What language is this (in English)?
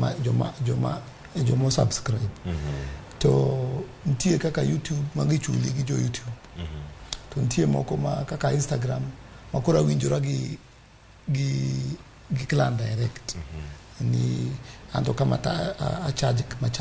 Luo (Kenya and Tanzania)